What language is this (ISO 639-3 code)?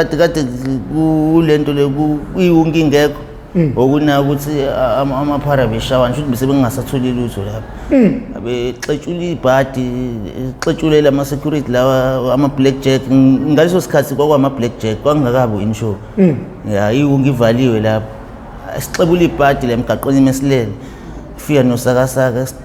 zul